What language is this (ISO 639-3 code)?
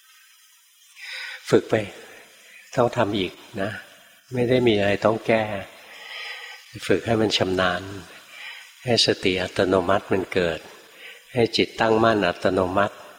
tha